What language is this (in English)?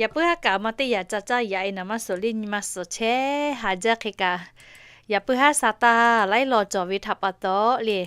Lahu